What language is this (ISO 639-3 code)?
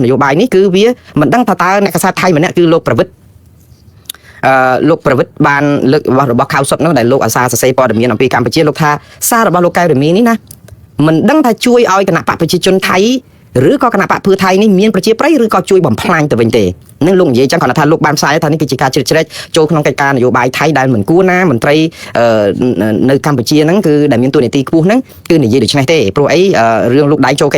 khm